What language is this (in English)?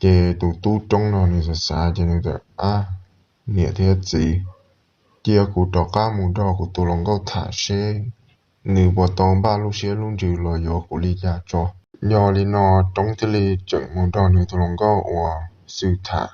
Hmong